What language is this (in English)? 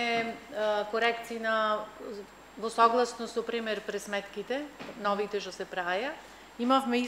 Macedonian